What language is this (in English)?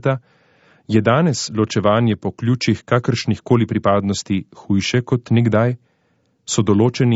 Slovenian